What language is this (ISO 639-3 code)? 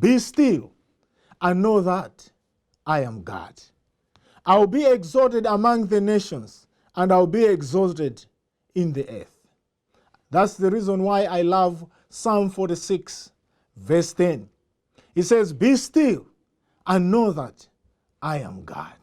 eng